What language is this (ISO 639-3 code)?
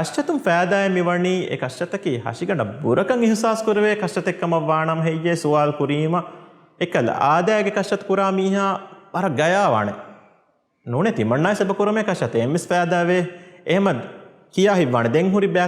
div